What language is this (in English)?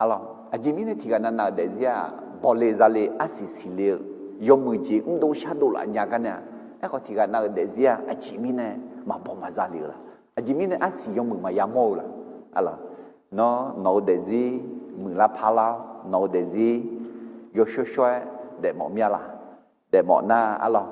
Akha